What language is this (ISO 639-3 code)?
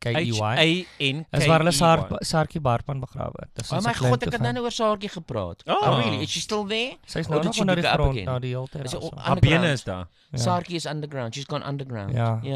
afr